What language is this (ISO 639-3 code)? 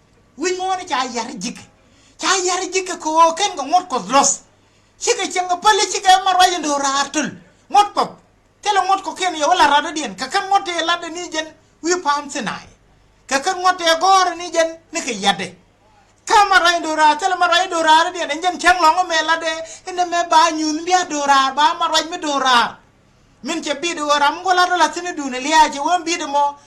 nus